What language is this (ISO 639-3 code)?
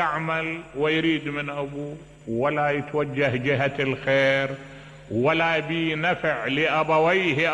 acm